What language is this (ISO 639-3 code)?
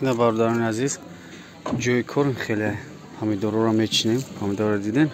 tgk